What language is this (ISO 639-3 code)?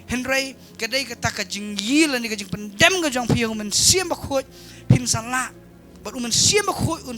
kha